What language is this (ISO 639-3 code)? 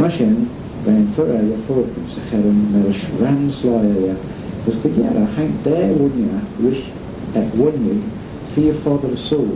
glv